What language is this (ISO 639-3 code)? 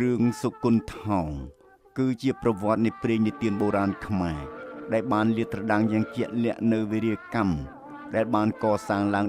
khm